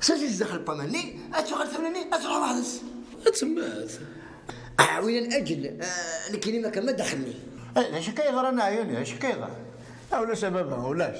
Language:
Kabyle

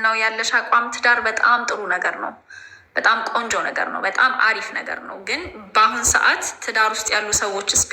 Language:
Amharic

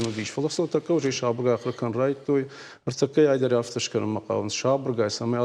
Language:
Ossetic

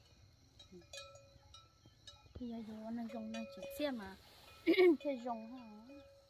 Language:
Vietnamese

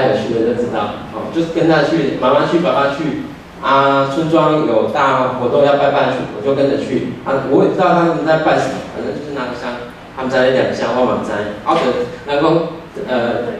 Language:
Chinese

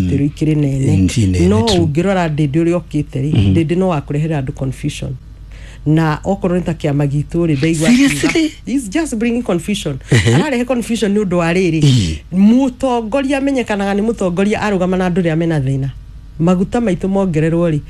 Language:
Kikuyu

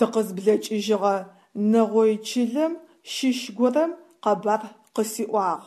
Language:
Adyghe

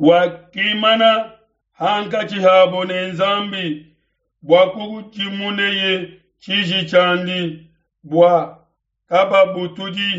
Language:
Luba-Lulua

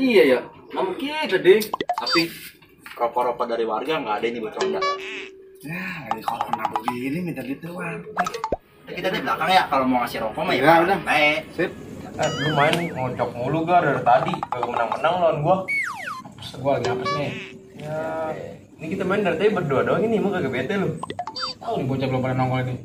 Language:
Betawi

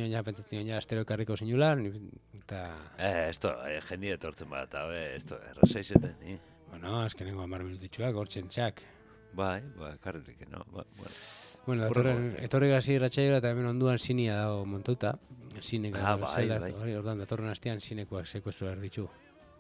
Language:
Basque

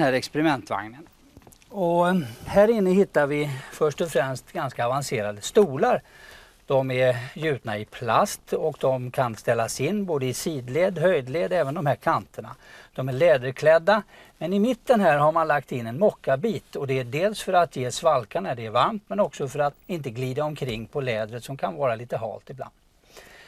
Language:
Swedish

